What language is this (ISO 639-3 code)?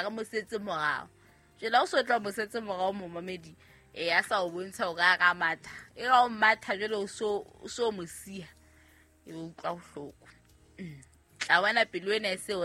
sot